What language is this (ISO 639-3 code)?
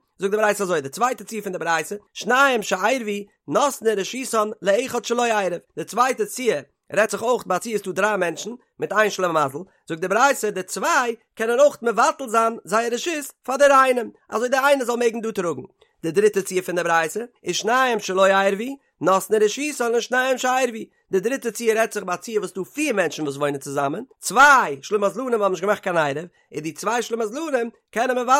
yid